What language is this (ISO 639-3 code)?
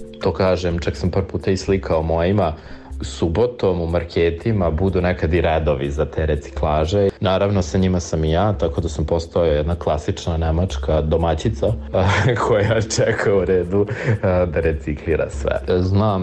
srp